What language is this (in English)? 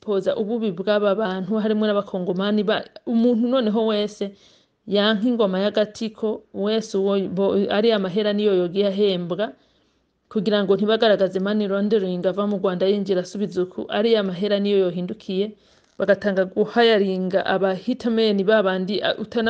Rundi